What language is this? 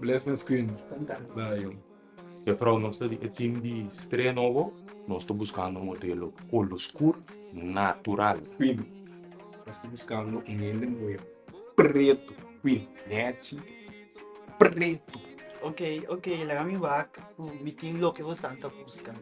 Papiamento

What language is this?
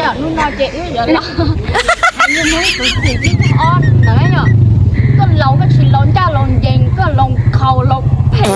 Hmong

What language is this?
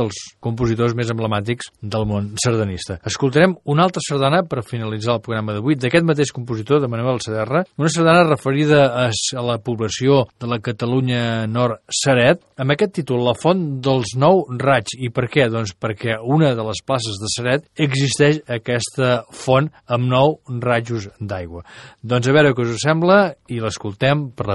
Catalan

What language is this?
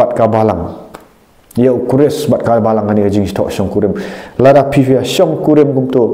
Khasi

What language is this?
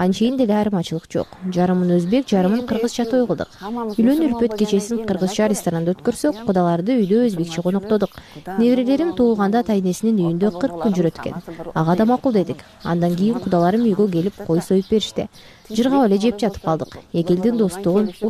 Kyrgyz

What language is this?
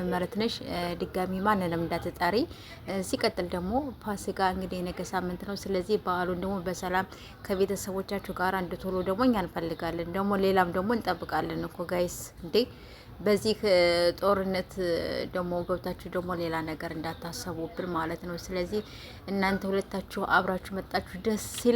Amharic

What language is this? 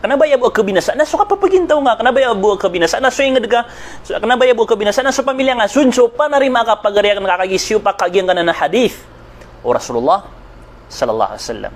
Maranao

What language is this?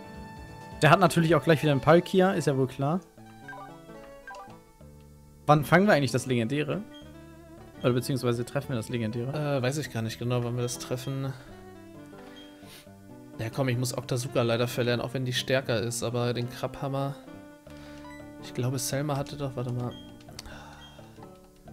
German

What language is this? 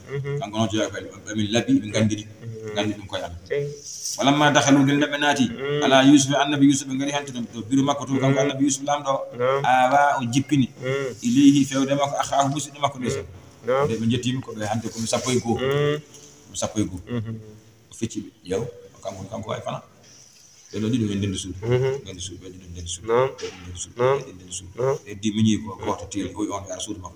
Fula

